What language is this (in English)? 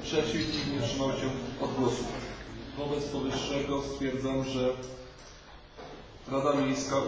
Polish